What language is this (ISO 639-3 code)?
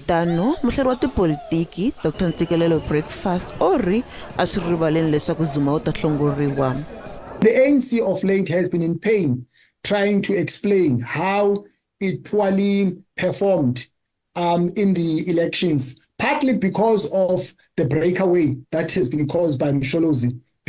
tso